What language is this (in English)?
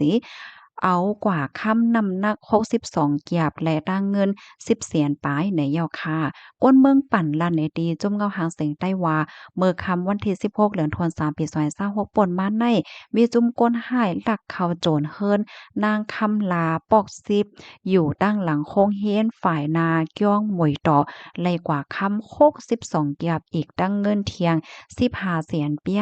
Shan